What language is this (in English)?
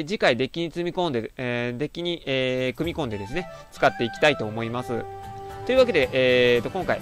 Japanese